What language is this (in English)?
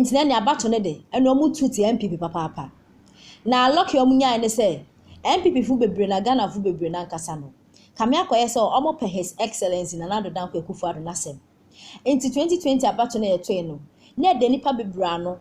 Akan